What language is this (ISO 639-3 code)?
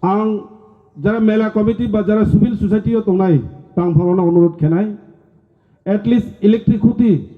ria